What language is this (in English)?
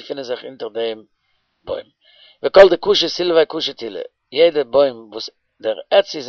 Yiddish